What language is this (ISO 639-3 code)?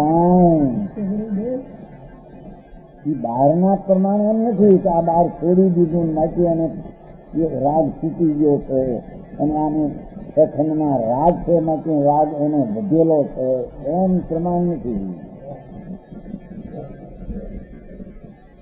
guj